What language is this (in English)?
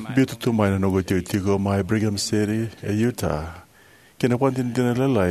Fijian